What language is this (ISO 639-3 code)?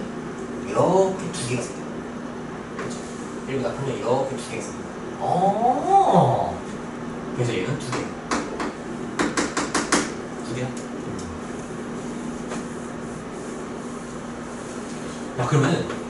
kor